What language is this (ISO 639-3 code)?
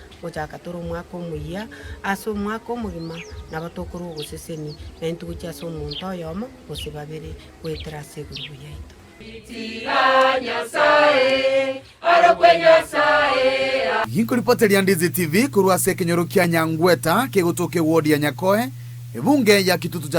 guz